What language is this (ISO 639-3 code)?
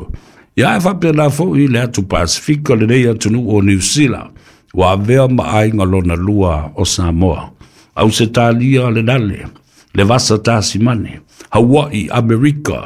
smo